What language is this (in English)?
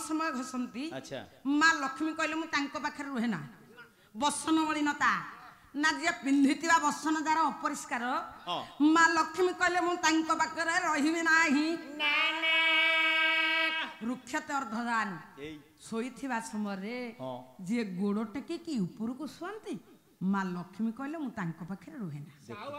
Odia